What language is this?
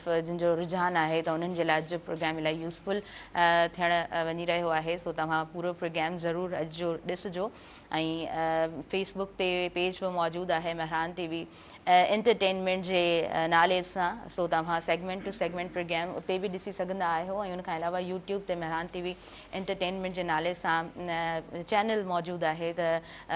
Sindhi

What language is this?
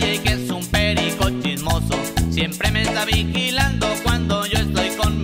Spanish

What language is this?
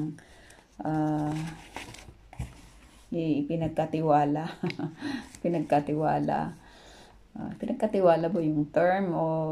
Filipino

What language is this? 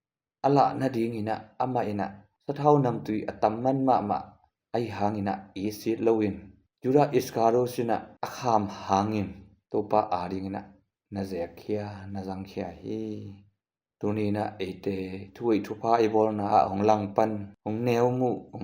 Tedim Chin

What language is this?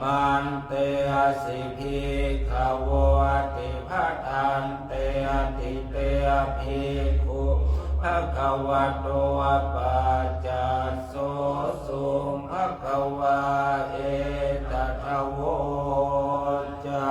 Pali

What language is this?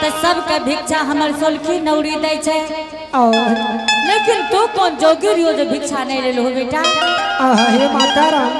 Angika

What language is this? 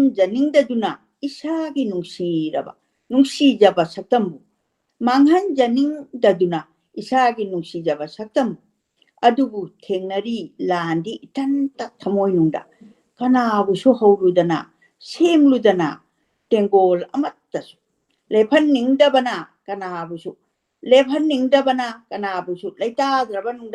Manipuri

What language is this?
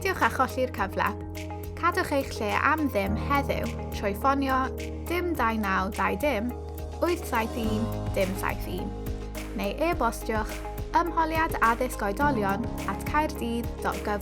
Welsh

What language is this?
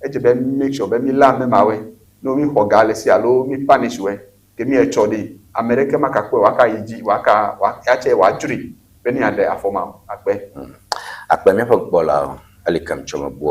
Ewe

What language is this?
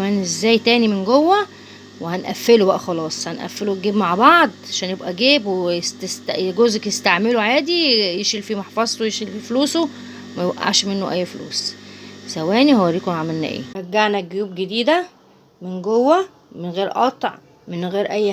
Egyptian Arabic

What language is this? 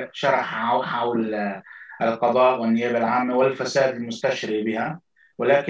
Arabic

